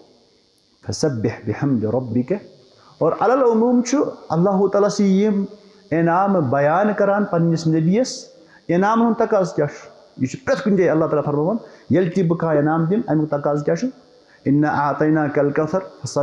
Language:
Kashmiri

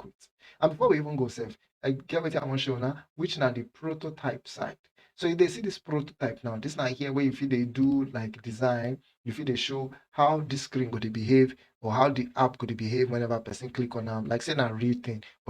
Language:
Nigerian Pidgin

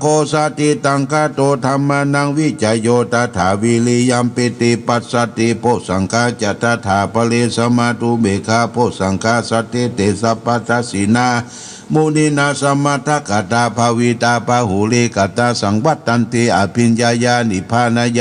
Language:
Pali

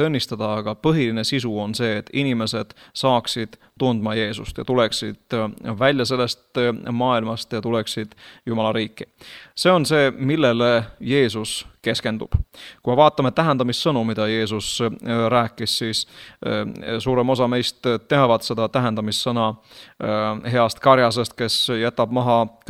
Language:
Estonian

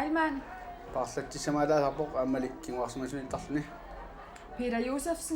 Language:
Kalaallisut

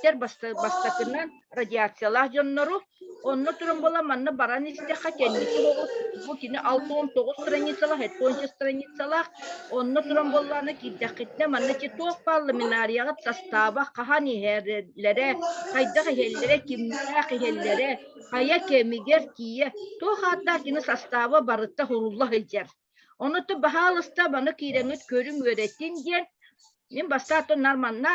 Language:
Yakut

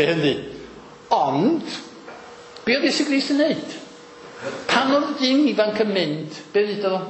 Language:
Welsh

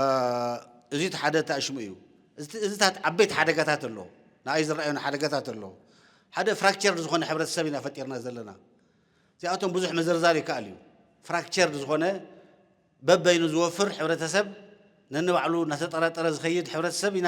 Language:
Tigrinya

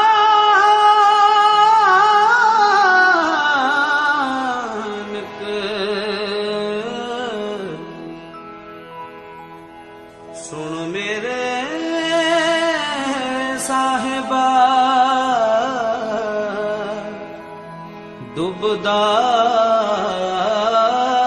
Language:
Punjabi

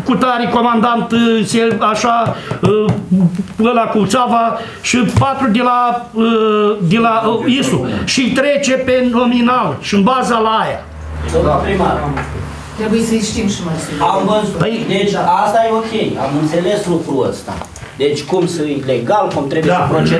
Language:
Romanian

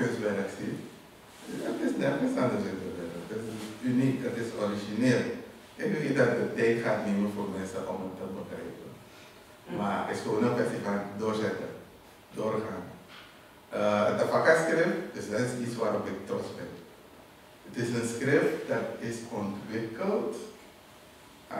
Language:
Dutch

